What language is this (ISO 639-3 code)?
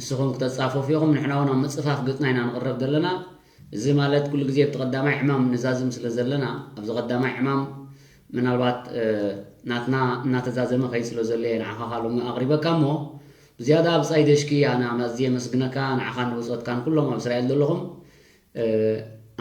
tir